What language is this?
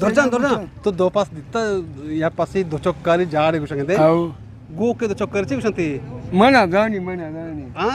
Eastern Balochi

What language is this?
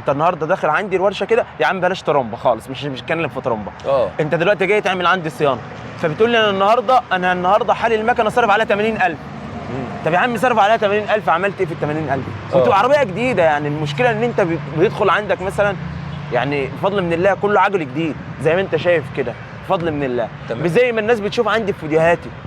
Egyptian Arabic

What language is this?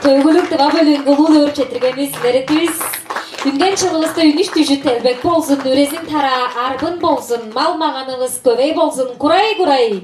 Tuvinian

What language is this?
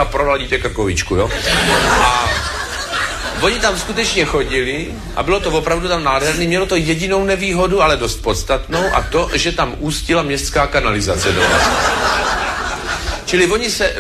Czech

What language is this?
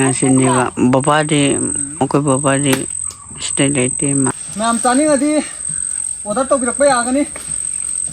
Manipuri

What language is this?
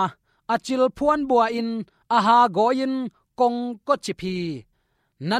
Tedim Chin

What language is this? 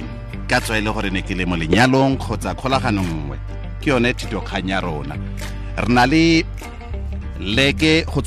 Tswana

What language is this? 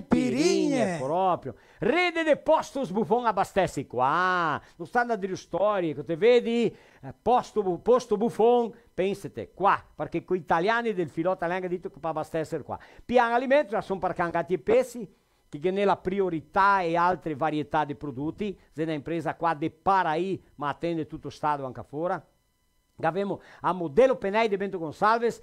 Venetian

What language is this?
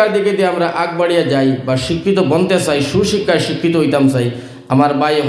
Sylheti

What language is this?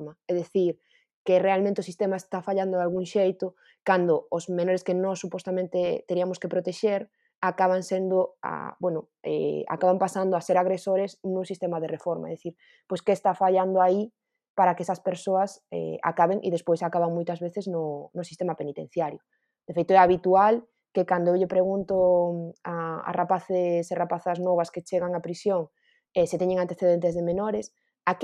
Galician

